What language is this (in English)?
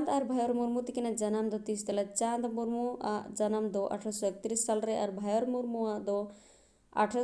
Santali